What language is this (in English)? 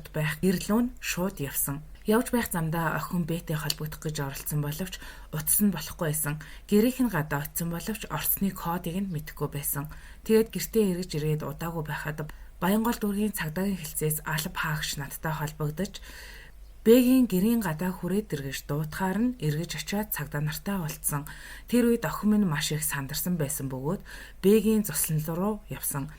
Mongolian